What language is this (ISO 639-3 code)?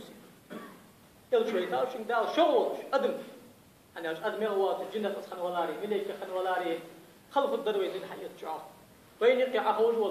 inh